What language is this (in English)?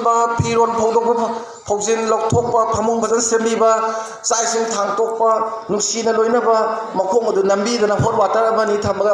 Manipuri